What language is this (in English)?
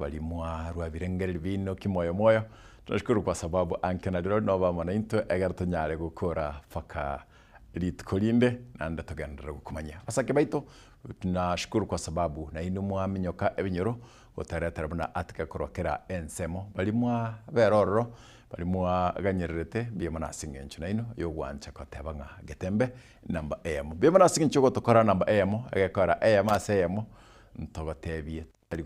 Gusii